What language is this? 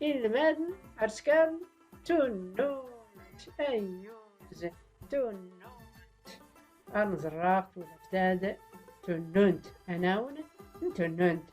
Tachelhit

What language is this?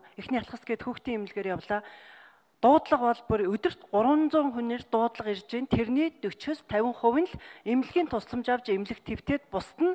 Mongolian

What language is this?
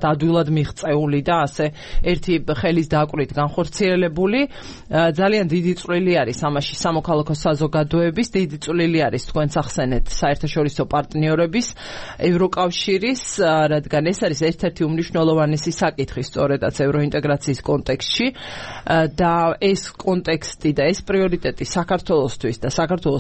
Georgian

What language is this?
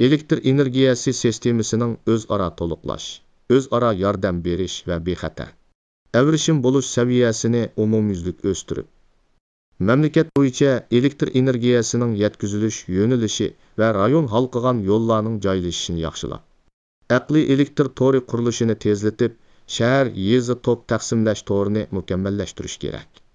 Uyghur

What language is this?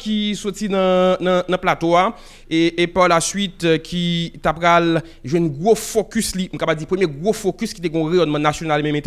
Haitian Creole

